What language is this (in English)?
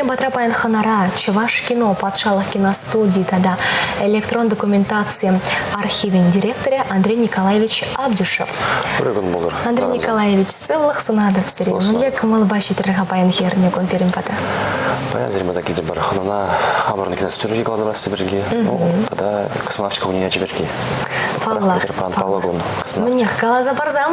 Chuvash